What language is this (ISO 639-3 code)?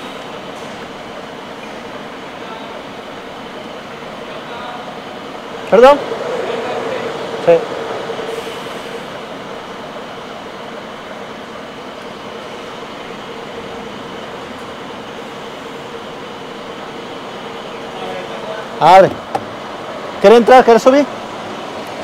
mal